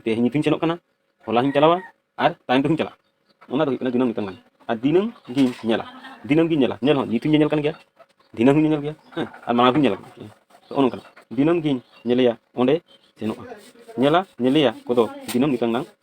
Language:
Santali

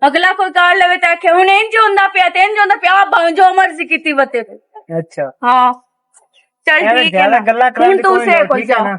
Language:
Western Panjabi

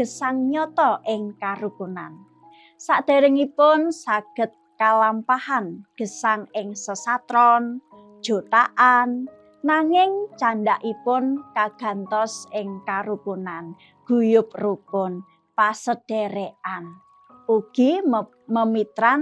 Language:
Javanese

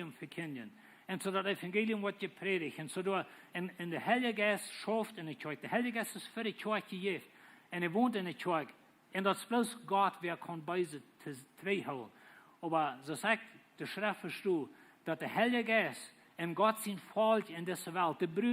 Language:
Plautdietsch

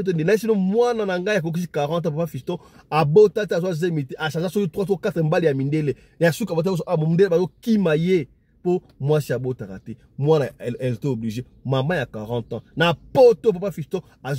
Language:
Lingala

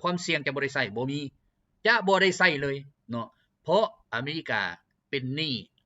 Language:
Lao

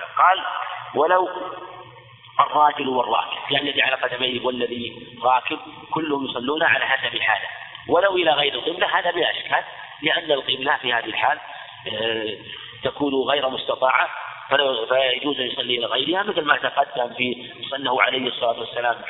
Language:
Arabic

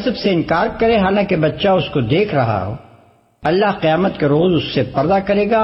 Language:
Urdu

